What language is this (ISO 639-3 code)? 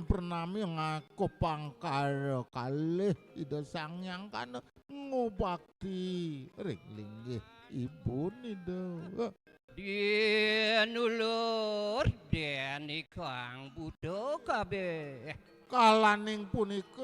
ban